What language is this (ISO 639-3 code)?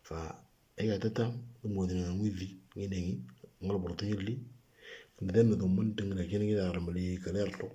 mor